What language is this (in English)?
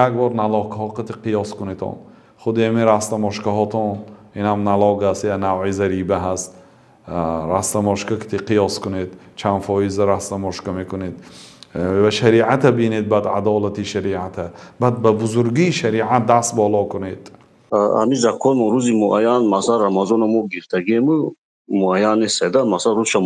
Tajik